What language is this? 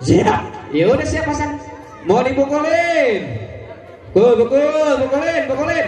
Betawi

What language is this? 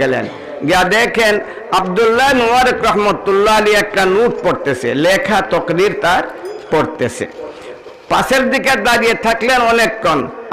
Sylheti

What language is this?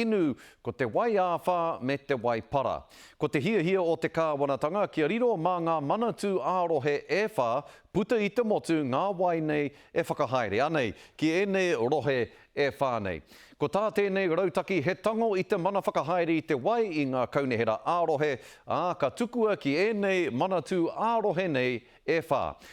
Māori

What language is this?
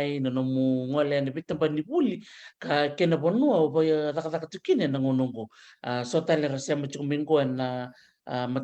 Fijian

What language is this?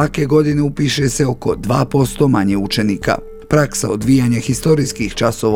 Bosnian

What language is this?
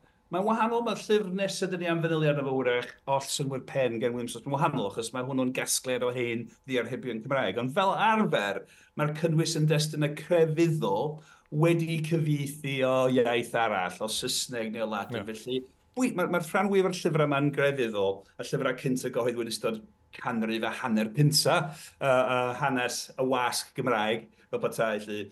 Welsh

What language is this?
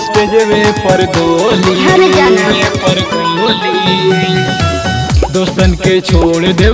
Bhojpuri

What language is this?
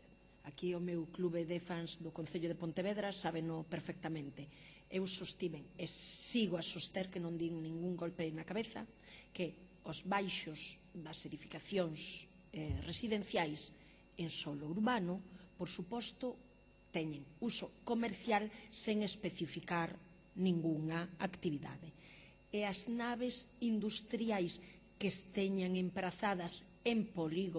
Galician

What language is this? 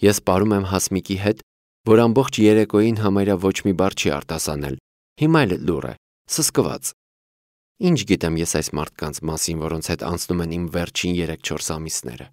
Armenian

